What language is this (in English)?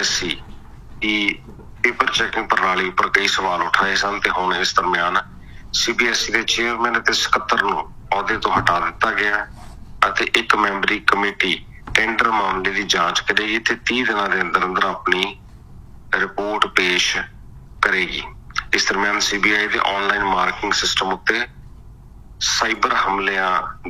Punjabi